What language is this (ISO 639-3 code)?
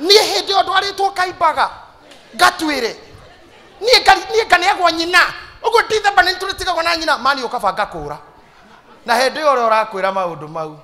kik